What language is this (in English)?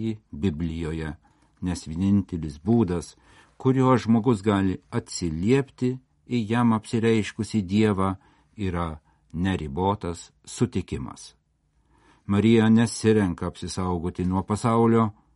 Lithuanian